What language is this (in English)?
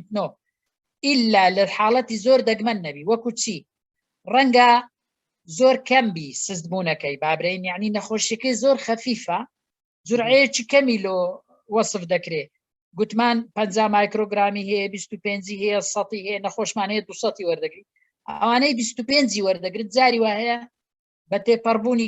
Central Kurdish